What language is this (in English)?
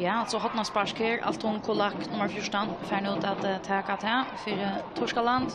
Faroese